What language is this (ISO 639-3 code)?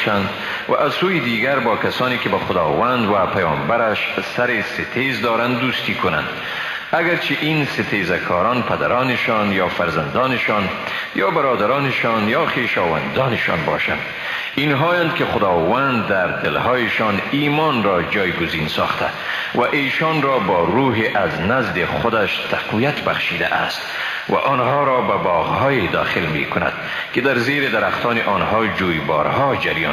fas